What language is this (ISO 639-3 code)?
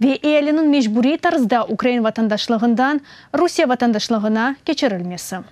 crh